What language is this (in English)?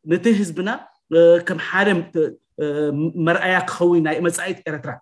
Tigrinya